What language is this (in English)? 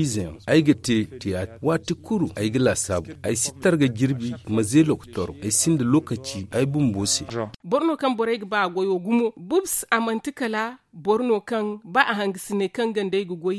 Zarma